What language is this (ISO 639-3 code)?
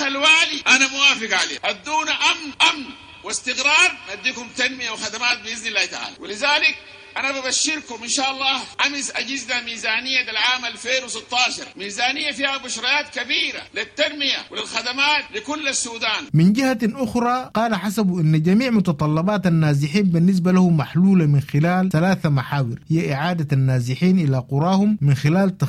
apd